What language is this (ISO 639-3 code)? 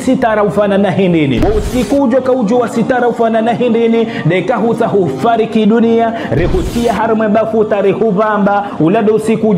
zdj